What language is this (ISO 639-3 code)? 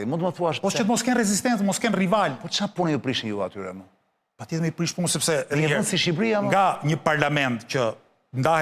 sqi